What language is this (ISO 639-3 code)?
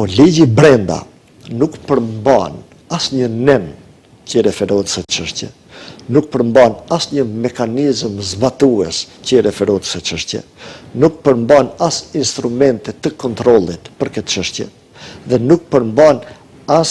sqi